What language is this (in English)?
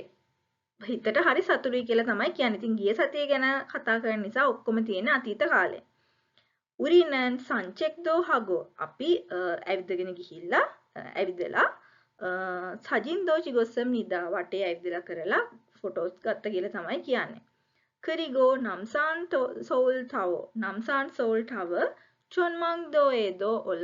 Sinhala